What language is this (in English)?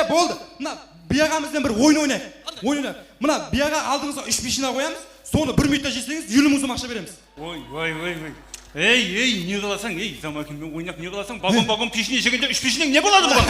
Kara-Kalpak